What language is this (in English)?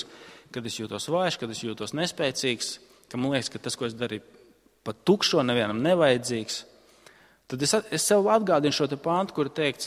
Latvian